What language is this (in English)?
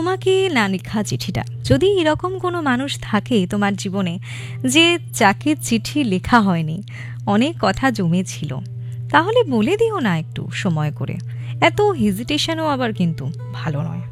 Bangla